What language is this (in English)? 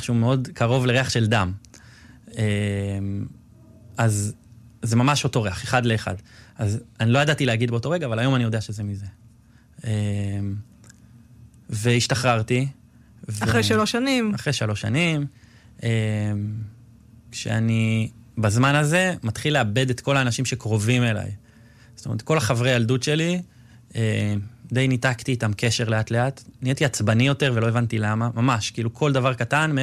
Hebrew